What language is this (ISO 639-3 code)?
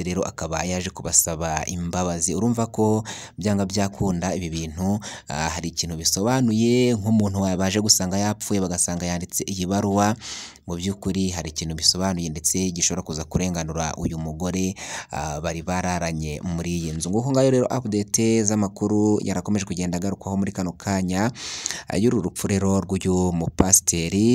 kin